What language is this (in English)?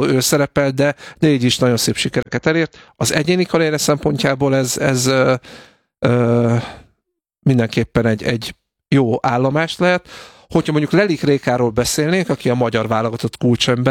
Hungarian